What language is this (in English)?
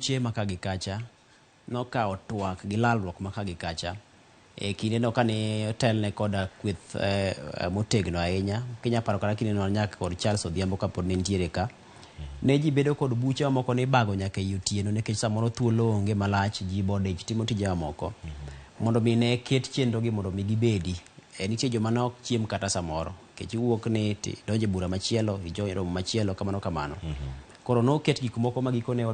Luo (Kenya and Tanzania)